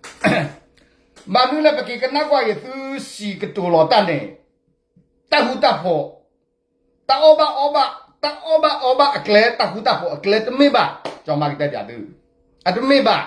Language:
S'gaw Karen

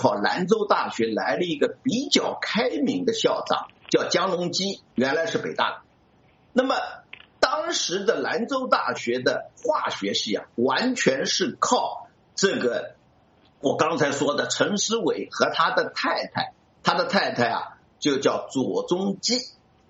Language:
Chinese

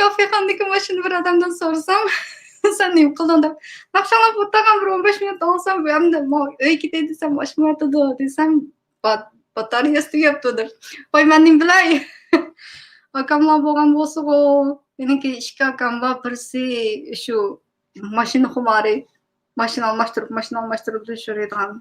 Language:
Uyghur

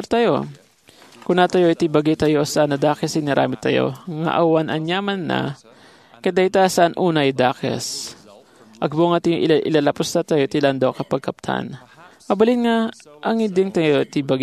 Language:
Iloko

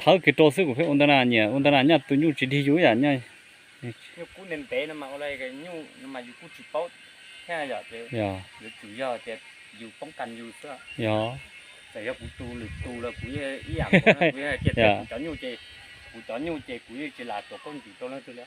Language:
Hmong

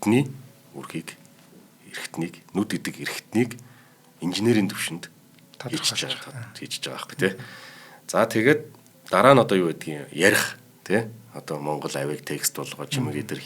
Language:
Mongolian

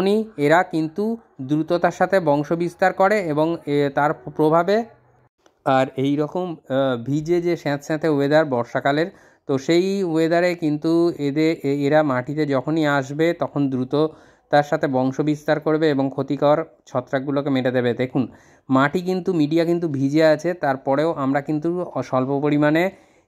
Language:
Bangla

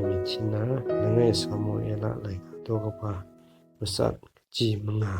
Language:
Kachin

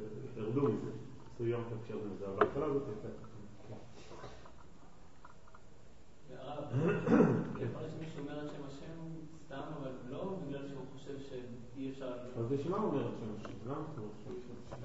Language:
Hebrew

